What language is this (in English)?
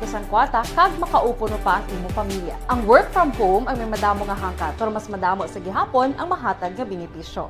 Hiligaynon